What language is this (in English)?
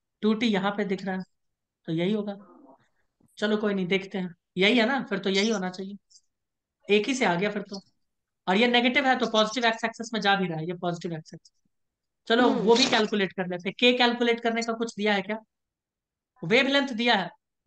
Hindi